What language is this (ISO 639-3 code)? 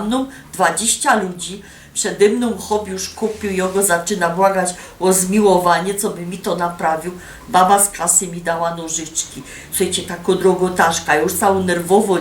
szl